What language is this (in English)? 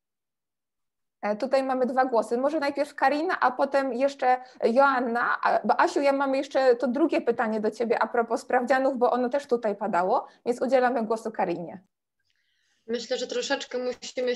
Polish